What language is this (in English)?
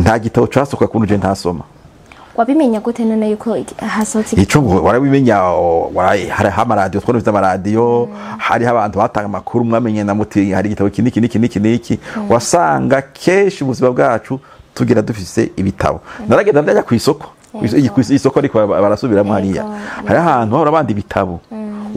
Rundi